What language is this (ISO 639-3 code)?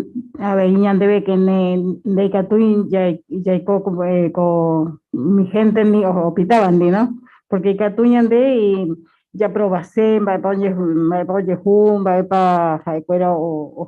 grn